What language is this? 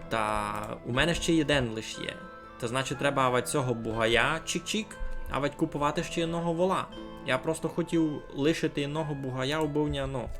Rusyn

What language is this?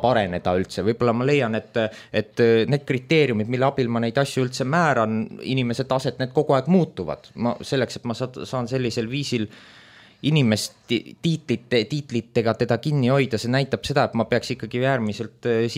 Estonian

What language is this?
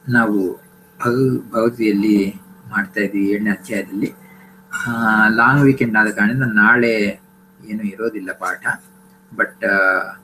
Kannada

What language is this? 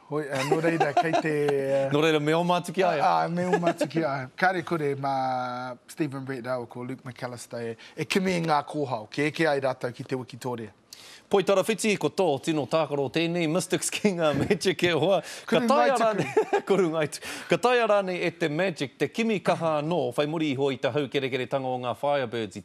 Māori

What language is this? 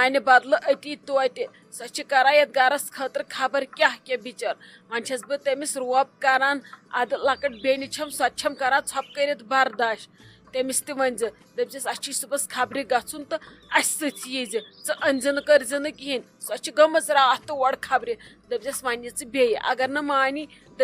Kashmiri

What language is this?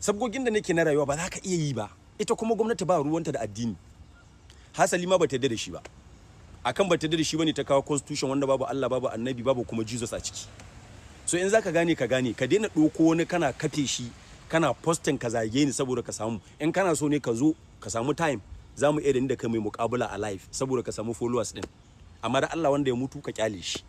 Hausa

